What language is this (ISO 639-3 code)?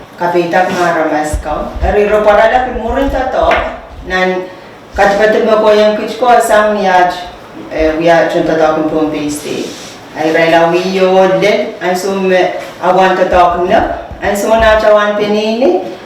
pon